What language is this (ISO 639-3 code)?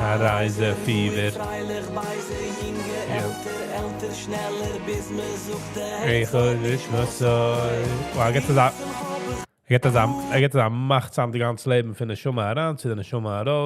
yid